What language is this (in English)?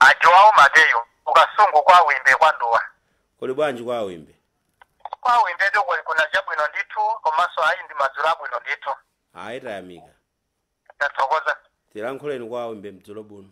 Nyanja